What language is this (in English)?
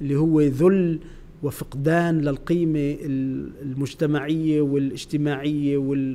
North Levantine Arabic